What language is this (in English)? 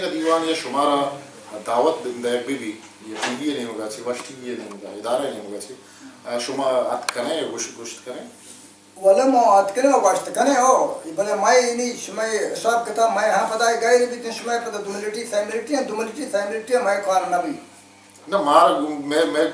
Baluchi